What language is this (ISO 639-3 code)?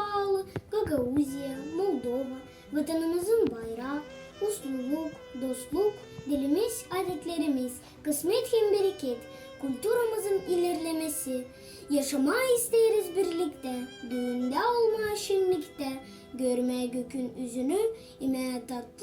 gag